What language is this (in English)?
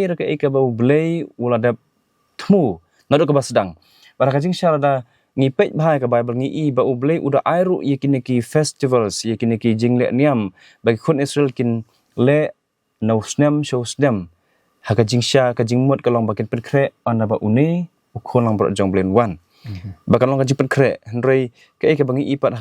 Khasi